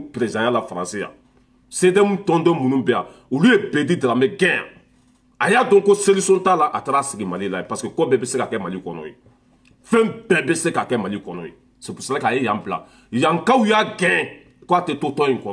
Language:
Bambara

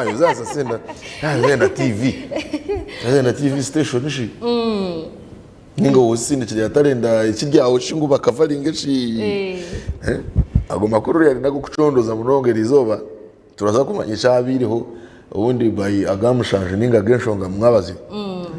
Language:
Nyankole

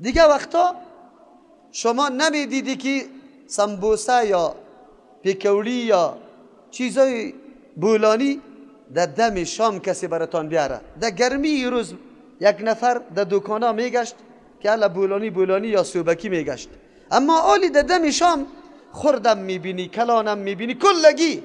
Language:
Persian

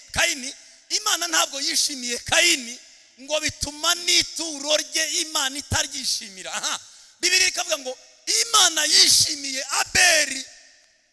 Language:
Kinyarwanda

